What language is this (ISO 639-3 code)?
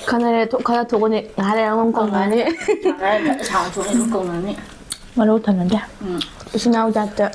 mni